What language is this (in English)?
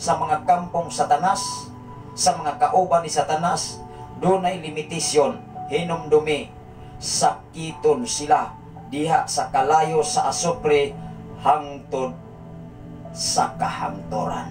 Cebuano